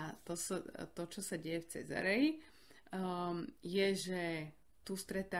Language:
Slovak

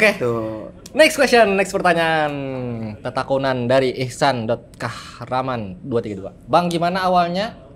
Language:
Banjar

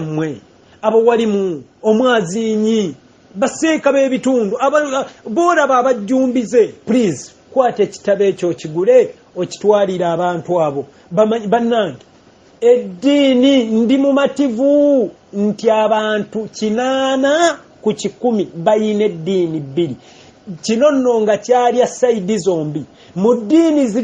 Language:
Ganda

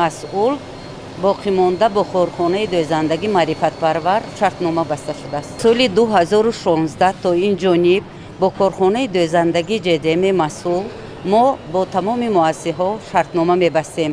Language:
Tajik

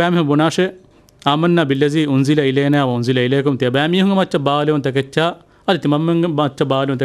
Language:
Divehi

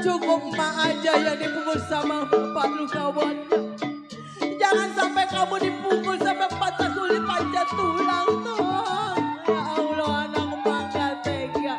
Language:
Betawi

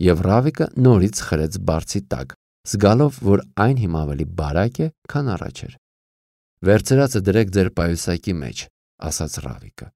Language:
Armenian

